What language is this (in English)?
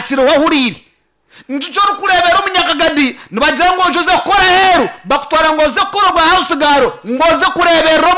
Nyankole